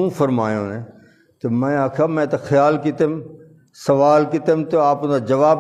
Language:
Saraiki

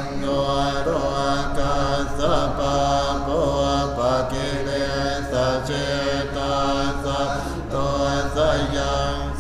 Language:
Pali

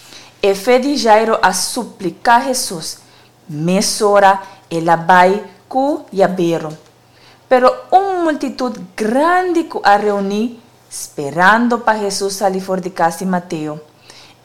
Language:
Papiamento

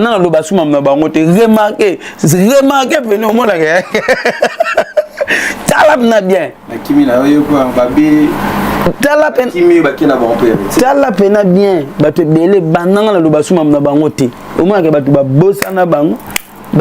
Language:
Lingala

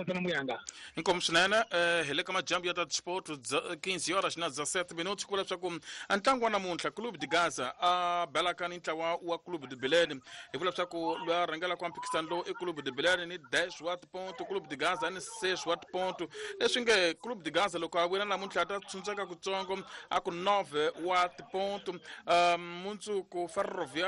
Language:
Tsonga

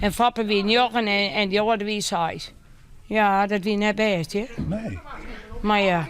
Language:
Western Frisian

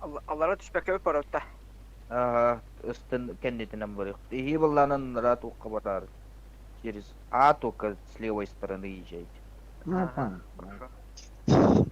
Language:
Yakut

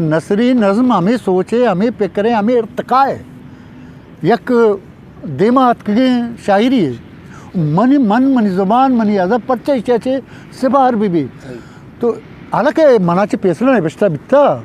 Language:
Eastern Balochi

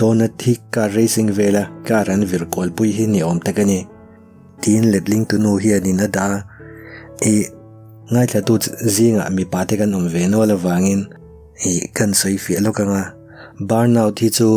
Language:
Mizo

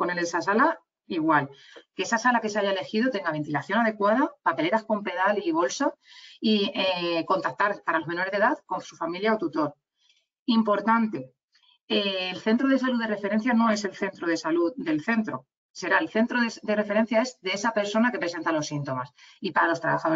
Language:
Spanish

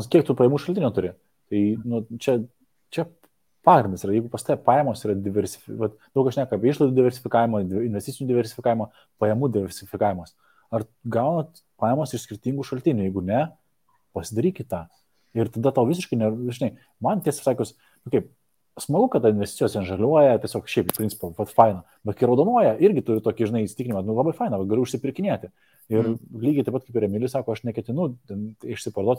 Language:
Lithuanian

